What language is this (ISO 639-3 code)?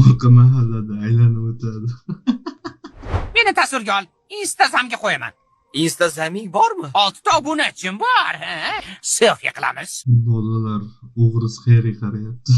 uzb